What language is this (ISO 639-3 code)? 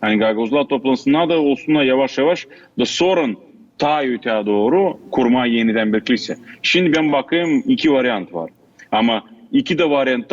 gag